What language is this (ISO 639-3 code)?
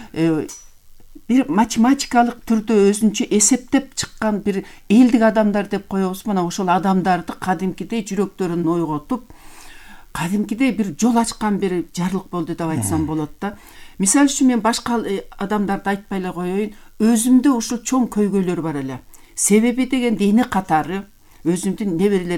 kir